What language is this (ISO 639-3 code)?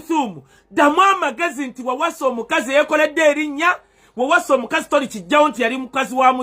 lug